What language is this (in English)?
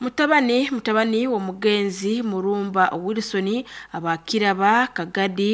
Nyoro